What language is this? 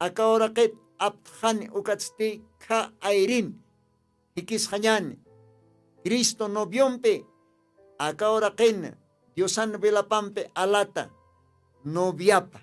Aymara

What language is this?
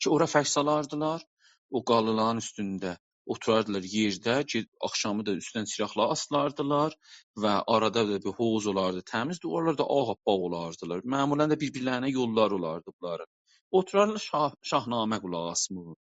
South Azerbaijani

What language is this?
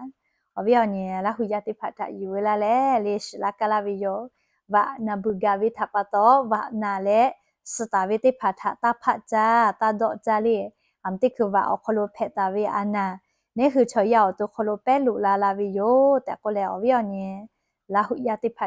Lahu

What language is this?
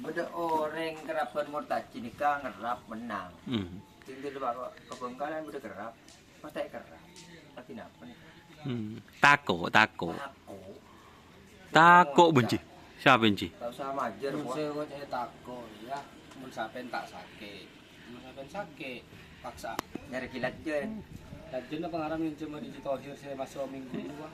Madurese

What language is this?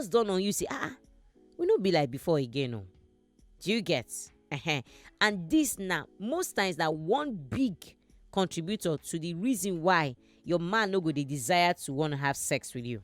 Nigerian Pidgin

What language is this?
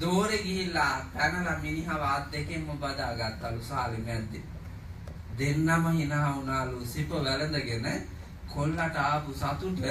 Sinhala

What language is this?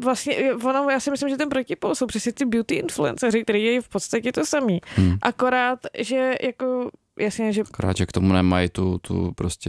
Czech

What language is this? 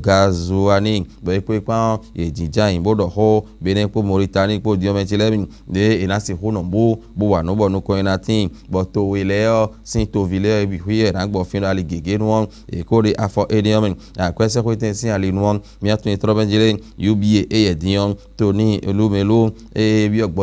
Fon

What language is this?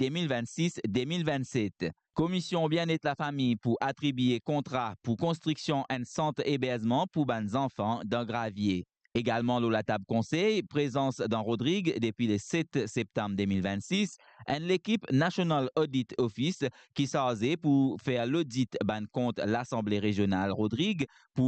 Morisyen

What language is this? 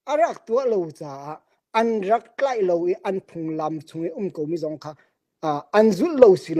Hakha Chin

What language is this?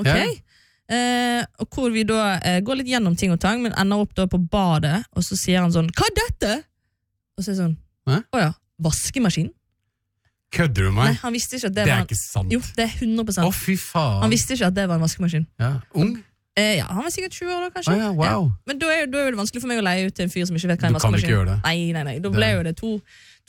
Norwegian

